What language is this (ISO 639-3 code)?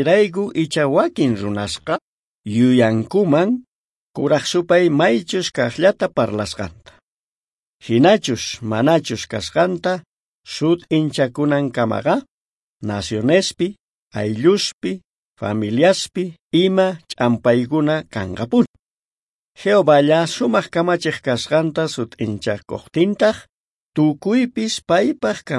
quh